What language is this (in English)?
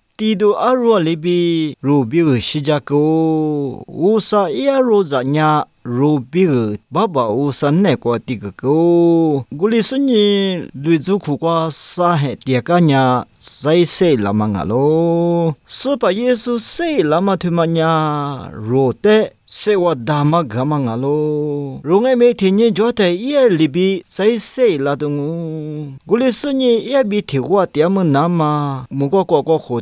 Lisu